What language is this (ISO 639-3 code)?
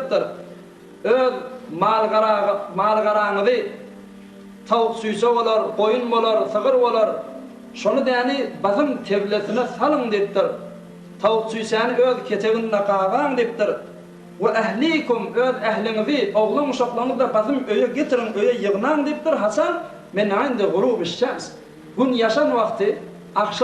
tuk